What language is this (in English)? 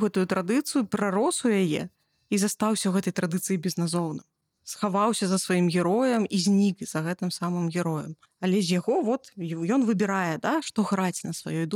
Belarusian